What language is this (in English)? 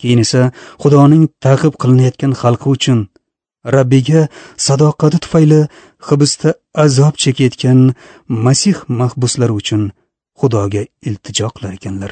Uzbek